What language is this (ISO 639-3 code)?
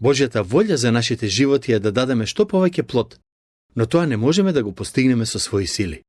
mkd